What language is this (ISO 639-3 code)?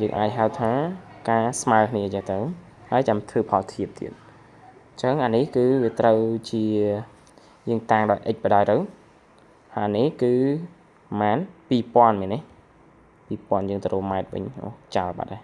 khm